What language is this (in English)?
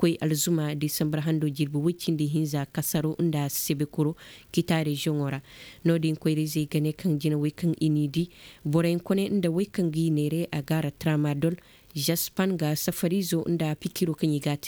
Koyraboro Senni